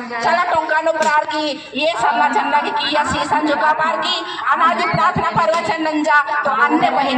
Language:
Kurukh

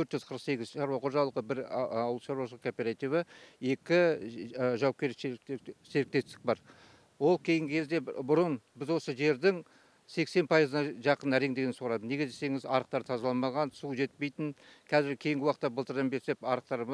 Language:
Kazakh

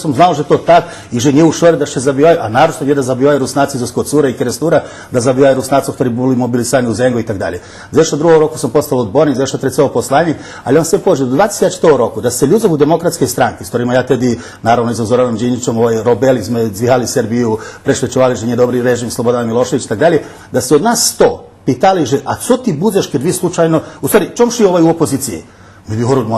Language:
Rusyn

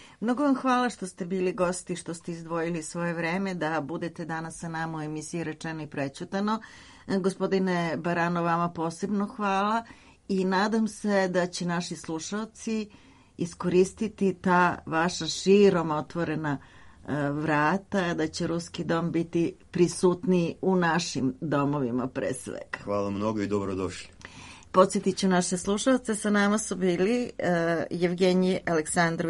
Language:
Serbian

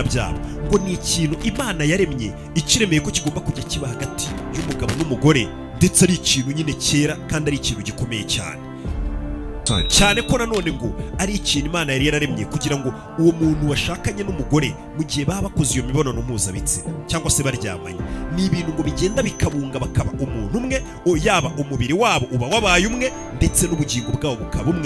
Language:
Kinyarwanda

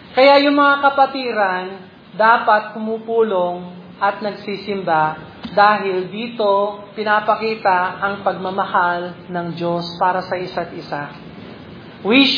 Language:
Filipino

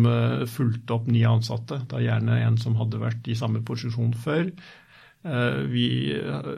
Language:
Norwegian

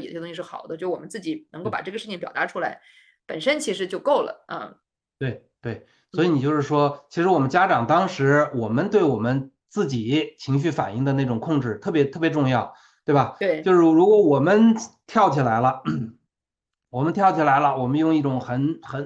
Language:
Chinese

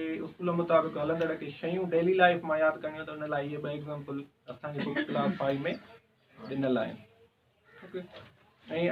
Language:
Sindhi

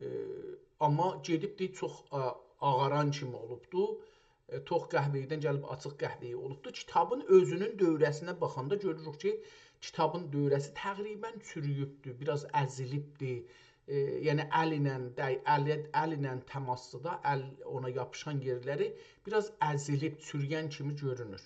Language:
South Azerbaijani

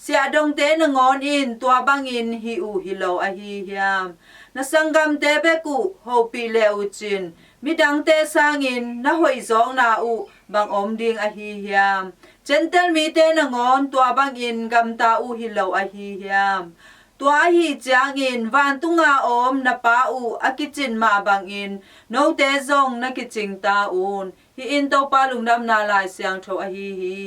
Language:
Tedim Chin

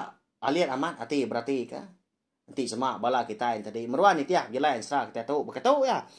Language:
Iban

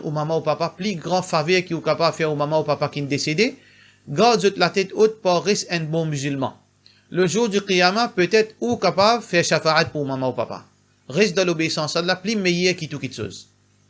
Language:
Morisyen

